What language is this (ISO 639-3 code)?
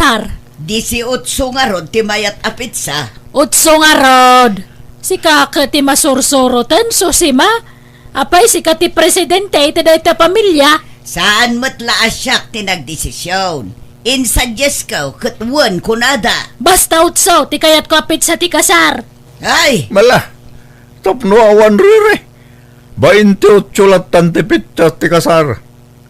ilo